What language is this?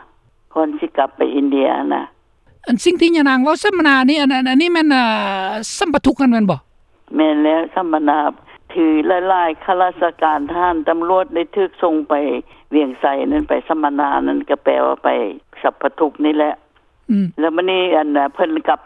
Lao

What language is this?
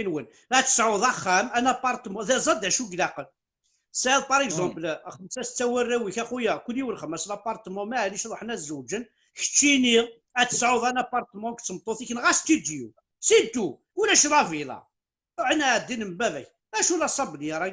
Kabyle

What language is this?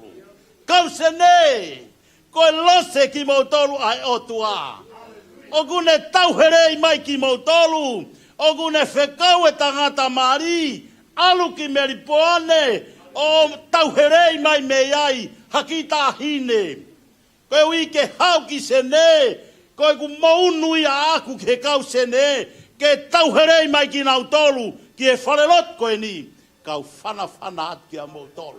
Tongan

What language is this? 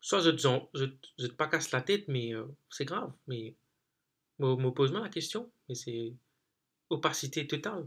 Morisyen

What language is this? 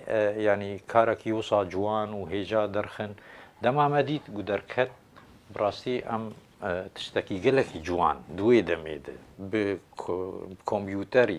Kurdish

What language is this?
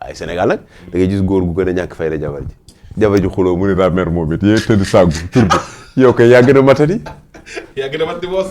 Wolof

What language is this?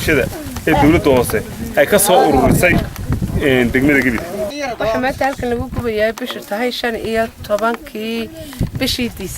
Somali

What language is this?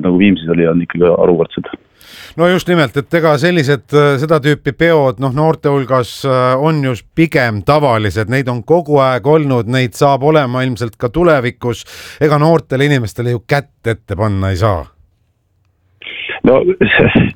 Estonian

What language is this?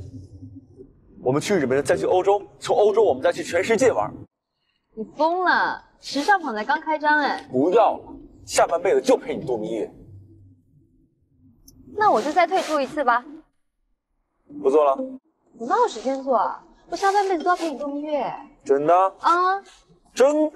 Chinese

